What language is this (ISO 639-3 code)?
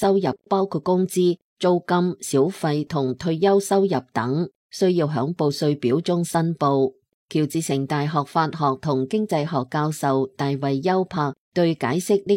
yue